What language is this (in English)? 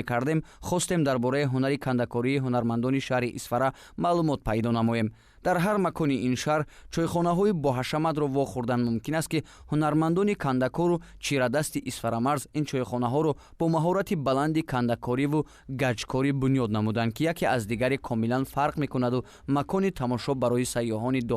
Tajik